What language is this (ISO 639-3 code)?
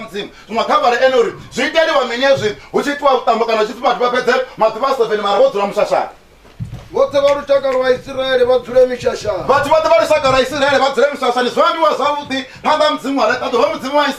ven